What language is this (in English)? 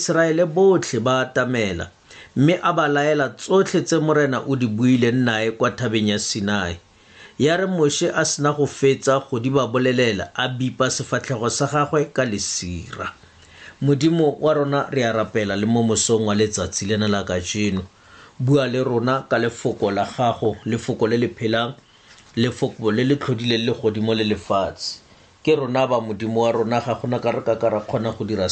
Tswana